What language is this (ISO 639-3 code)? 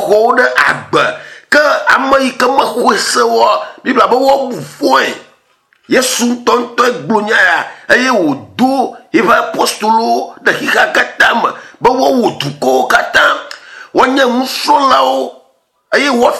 ewe